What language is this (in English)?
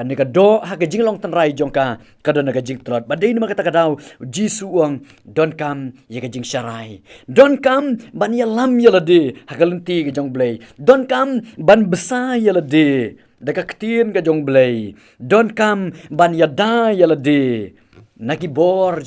Khasi